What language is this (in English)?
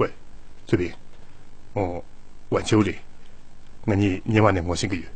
Tibetan